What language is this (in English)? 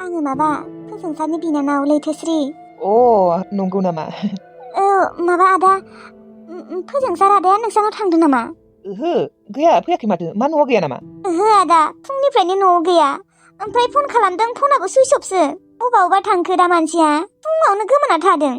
Bodo